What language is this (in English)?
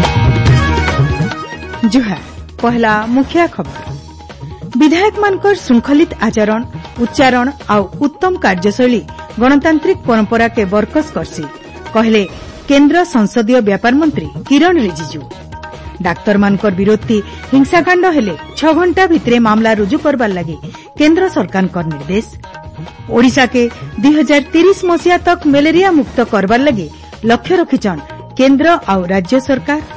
Odia